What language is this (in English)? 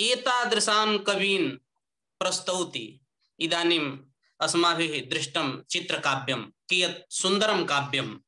Sanskrit